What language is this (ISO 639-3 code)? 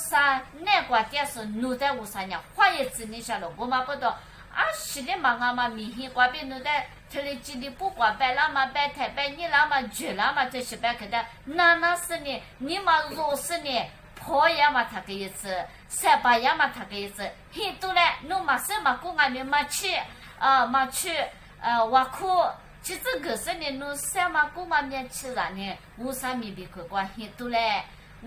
lis